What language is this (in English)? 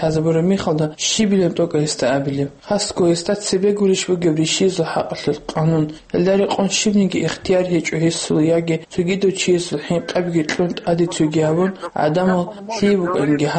Avaric